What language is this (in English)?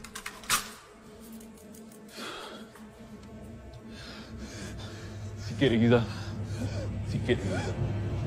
Malay